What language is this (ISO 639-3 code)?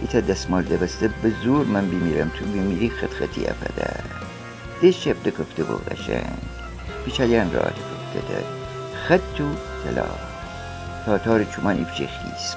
glk